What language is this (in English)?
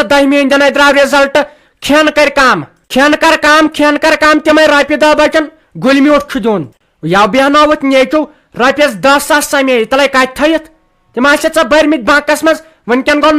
Kashmiri